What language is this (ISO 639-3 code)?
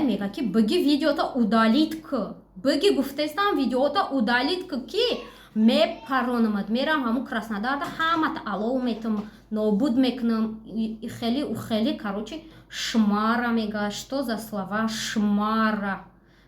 tgk